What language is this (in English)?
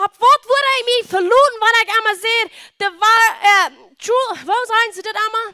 Plautdietsch